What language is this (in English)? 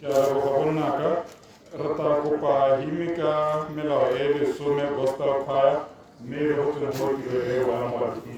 Tswana